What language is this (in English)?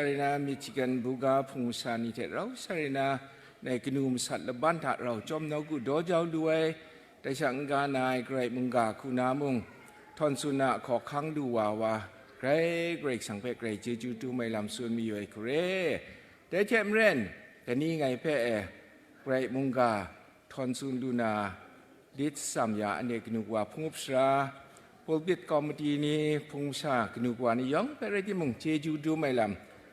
Kachin